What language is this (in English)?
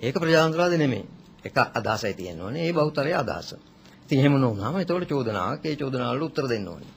Sinhala